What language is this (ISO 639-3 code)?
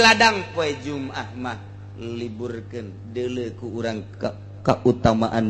sun